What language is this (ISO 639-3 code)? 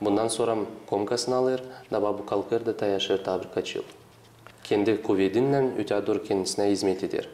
gag